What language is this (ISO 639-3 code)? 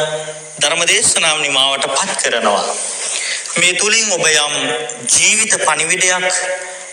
sin